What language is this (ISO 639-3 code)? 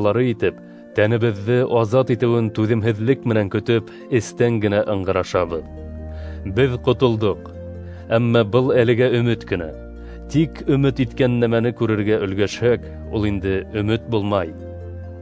bak